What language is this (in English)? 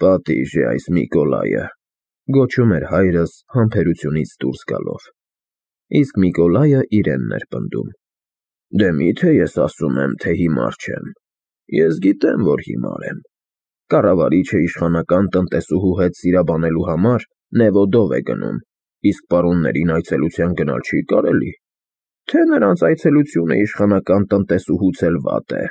Armenian